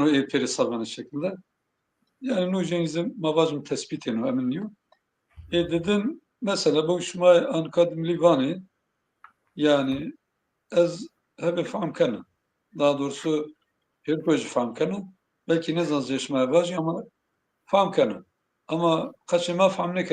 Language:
Zaza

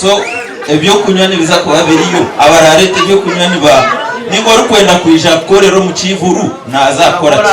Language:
Nyankole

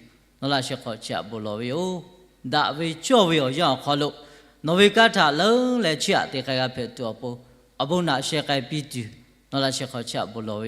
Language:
Lahu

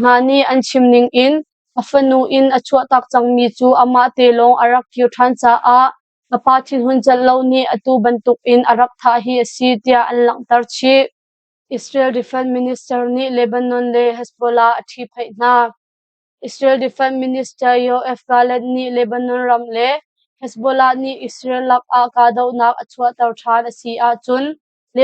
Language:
Hakha Chin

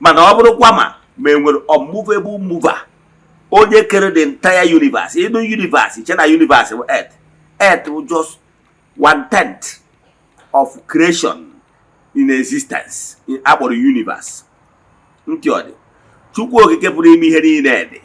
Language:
Igbo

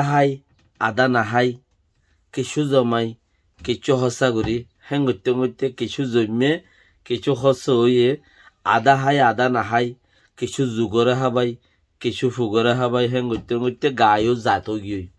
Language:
Rohingya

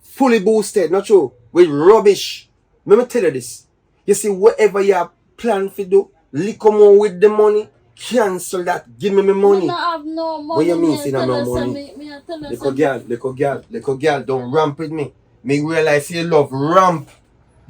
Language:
Jamaican Creole English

